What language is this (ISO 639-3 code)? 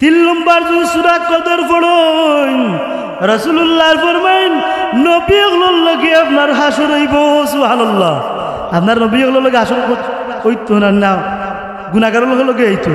syl